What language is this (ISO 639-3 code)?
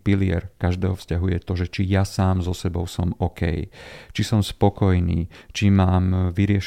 slk